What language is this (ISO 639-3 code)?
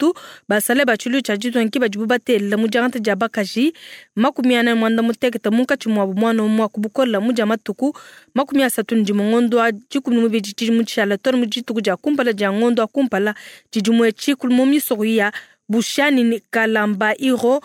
lua